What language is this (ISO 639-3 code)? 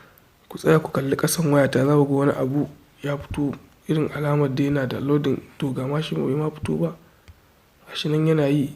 hau